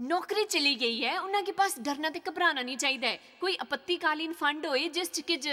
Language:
Dogri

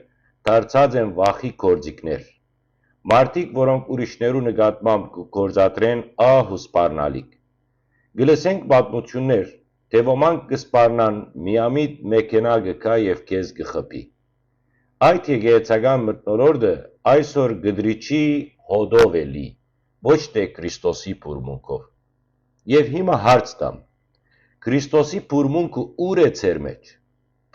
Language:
Western Armenian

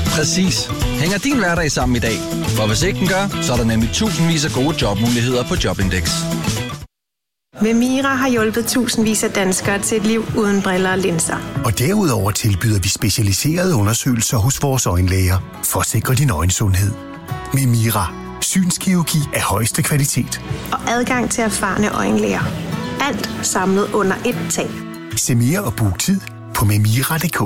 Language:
Danish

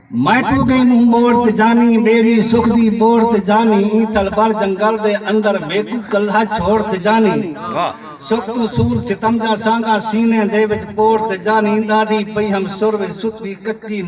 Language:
Saraiki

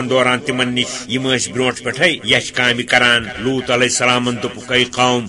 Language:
Kashmiri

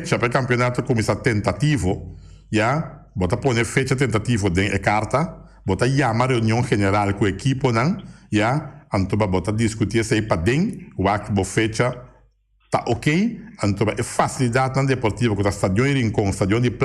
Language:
Papiamento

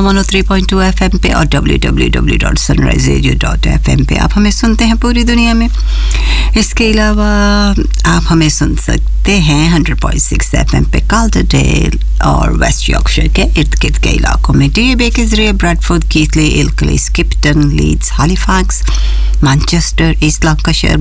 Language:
Urdu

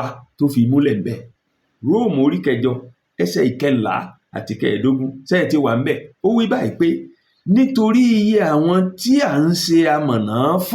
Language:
Yoruba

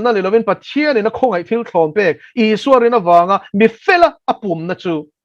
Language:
Mizo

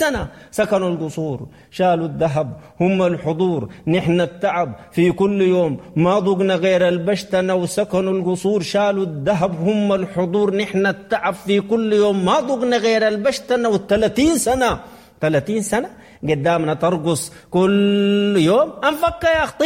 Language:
Sudanese Arabic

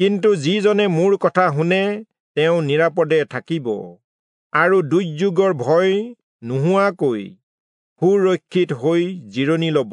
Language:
Assamese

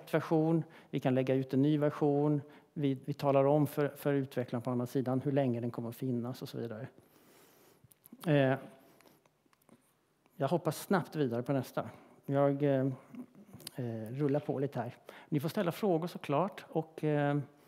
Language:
Swedish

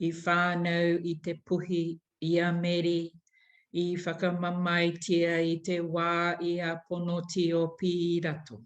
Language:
Māori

